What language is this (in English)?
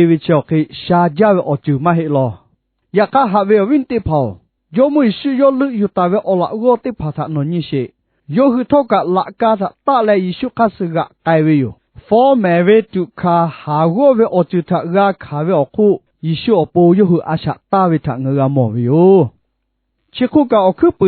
Lahu